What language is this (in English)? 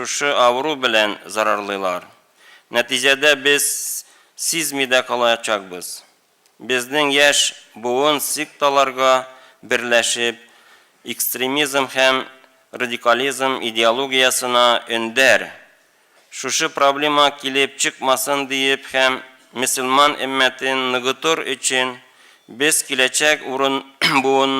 Tatar